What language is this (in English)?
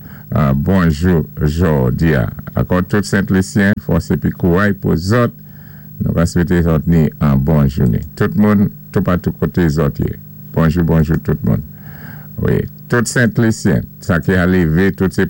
Saint Lucian Creole French